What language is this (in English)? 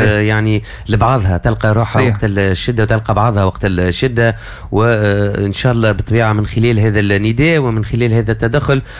Tunisian Arabic